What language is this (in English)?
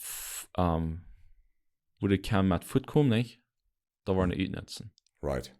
Plautdietsch